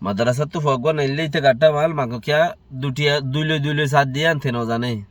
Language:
Rohingya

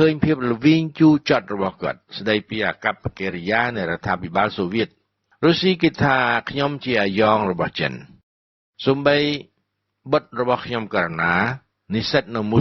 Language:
Khmer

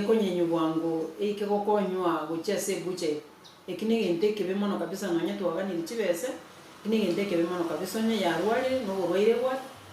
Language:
Gusii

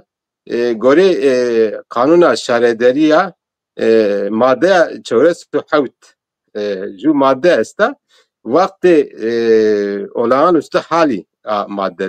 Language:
Zaza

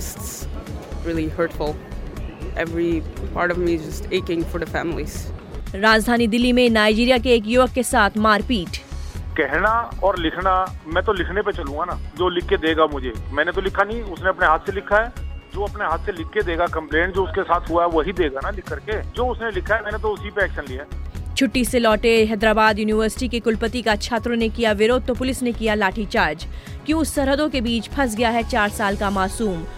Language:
Hindi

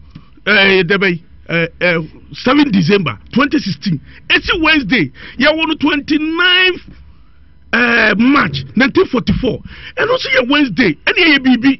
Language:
Akan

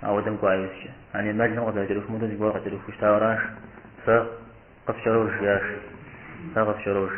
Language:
Kabardian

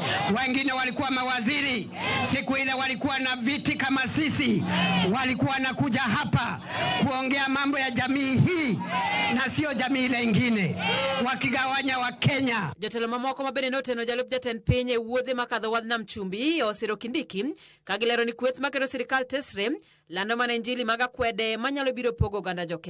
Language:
Luo (Kenya and Tanzania)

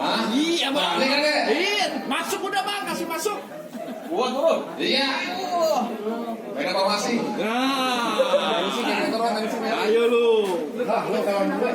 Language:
Betawi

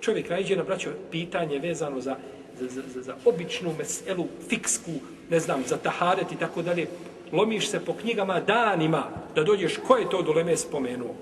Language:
Bosnian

